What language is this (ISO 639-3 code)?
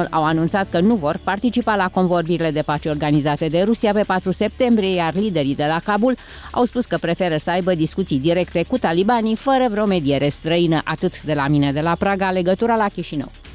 ron